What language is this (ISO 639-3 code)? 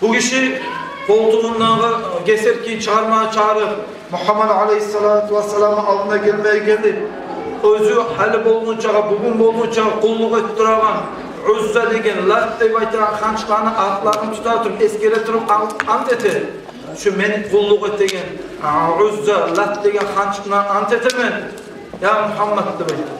kum